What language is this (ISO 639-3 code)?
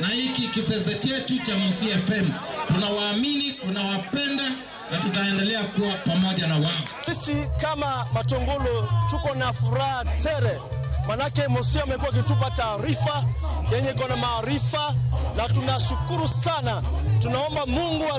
luo